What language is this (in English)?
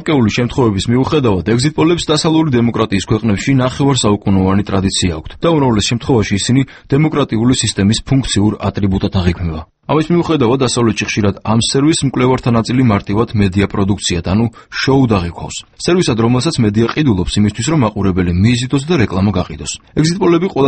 Georgian